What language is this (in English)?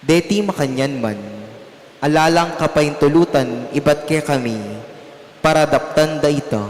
Pampanga